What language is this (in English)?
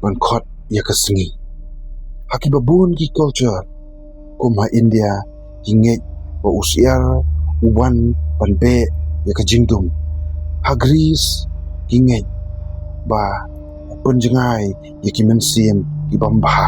Khasi